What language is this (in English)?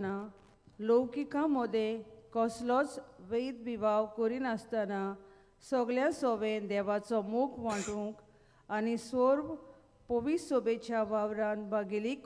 Konkani